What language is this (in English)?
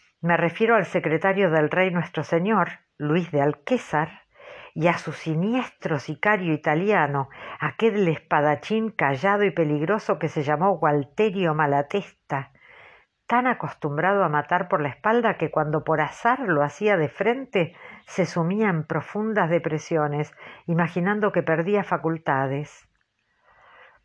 Spanish